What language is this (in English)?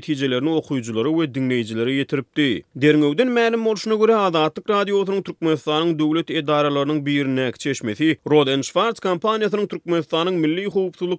Turkmen